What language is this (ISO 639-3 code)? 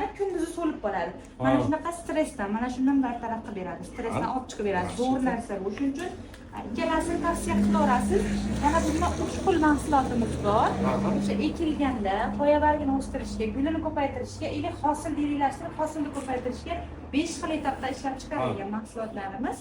uzb